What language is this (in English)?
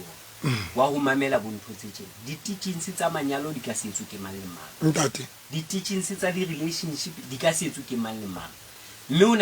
Southern Sotho